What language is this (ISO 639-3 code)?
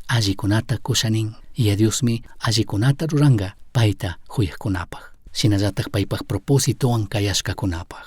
qug